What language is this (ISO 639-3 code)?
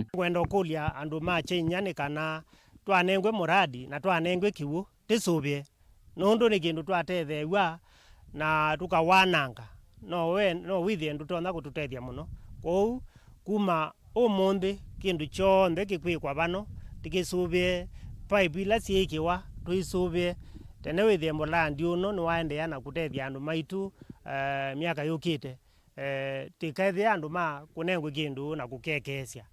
kam